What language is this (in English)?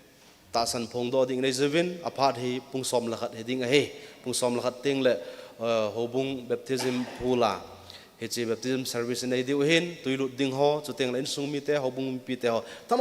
Thado Chin